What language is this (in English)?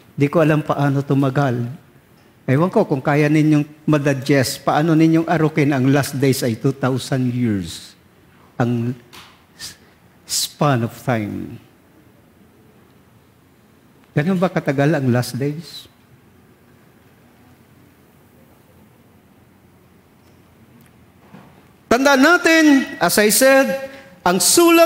Filipino